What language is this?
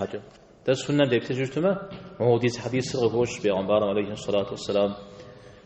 Kabardian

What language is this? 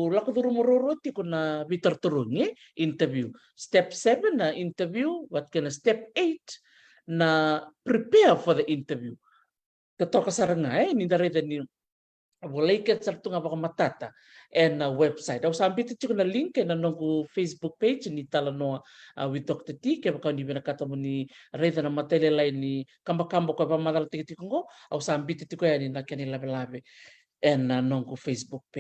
Fijian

